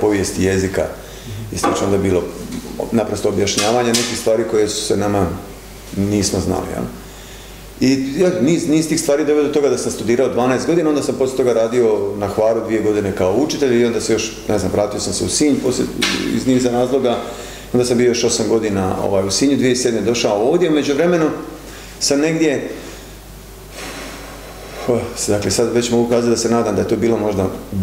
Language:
Croatian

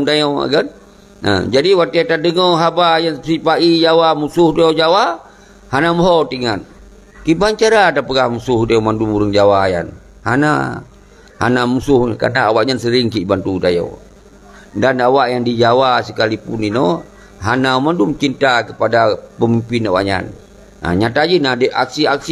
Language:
Achinese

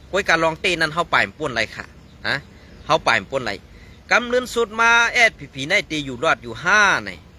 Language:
Shan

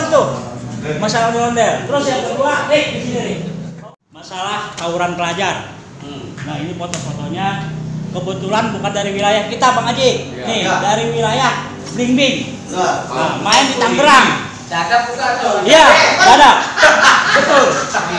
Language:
Indonesian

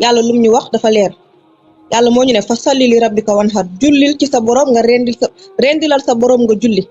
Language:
Wolof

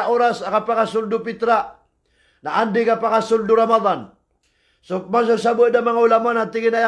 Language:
Maranao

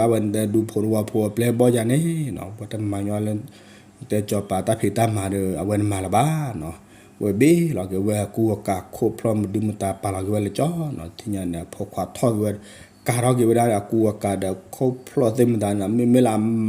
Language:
S'gaw Karen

